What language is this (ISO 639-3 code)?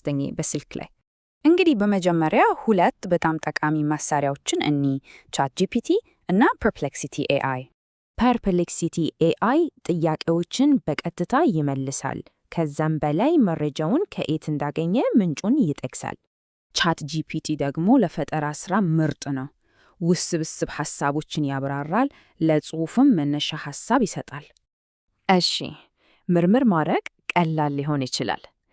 amh